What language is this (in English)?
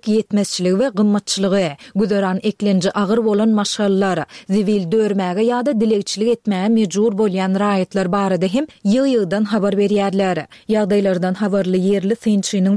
Turkmen